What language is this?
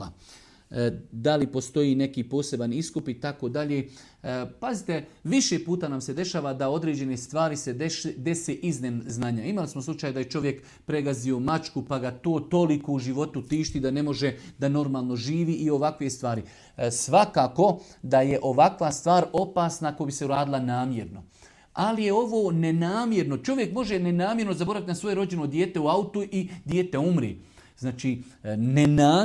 Bosnian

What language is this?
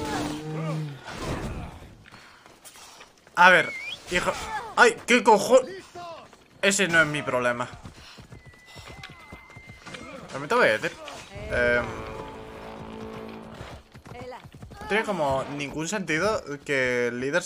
Spanish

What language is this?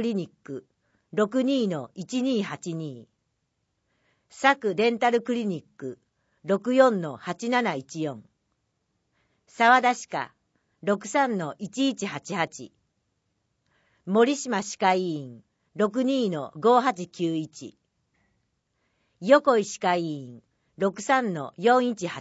Japanese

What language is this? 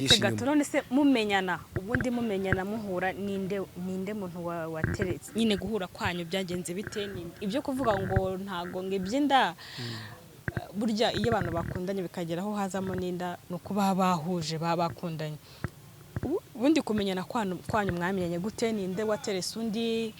Kinyarwanda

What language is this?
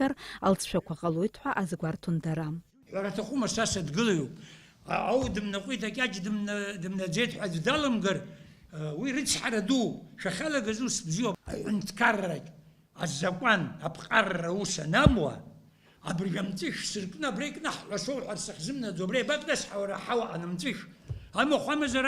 Abkhazian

